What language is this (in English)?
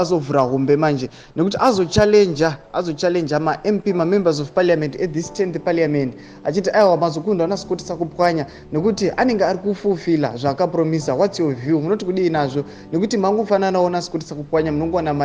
Shona